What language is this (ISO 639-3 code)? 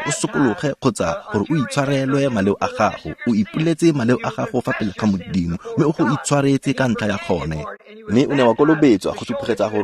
tsn